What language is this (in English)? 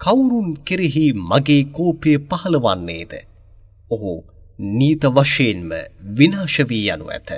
Sinhala